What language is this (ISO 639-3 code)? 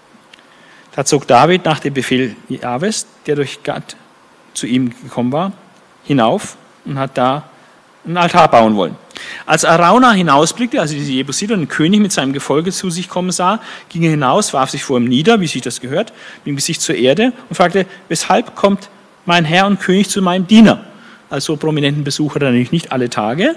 deu